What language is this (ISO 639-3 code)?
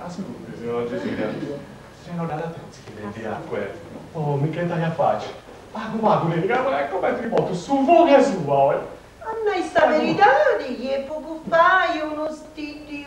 srd